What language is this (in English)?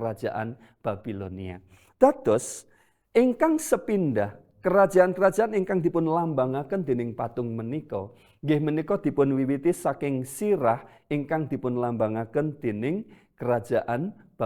Javanese